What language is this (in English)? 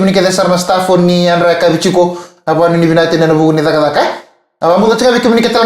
Fijian